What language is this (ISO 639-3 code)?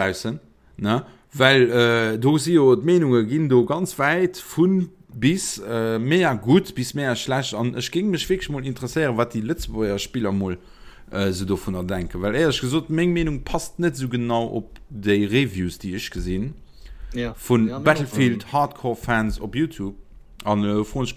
ltz